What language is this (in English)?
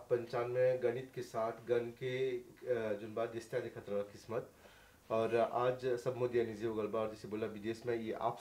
Bhojpuri